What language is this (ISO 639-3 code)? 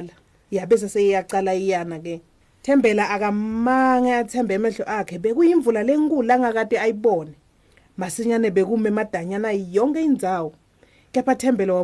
ssw